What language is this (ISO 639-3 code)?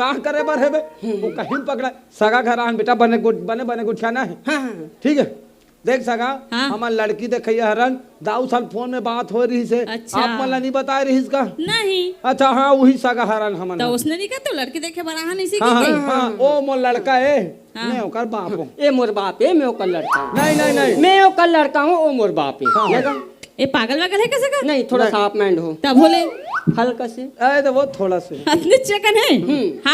hne